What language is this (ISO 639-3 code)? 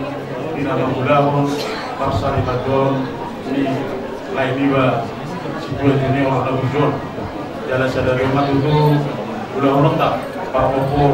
bbc